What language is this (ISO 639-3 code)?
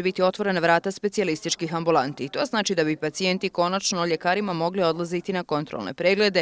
bos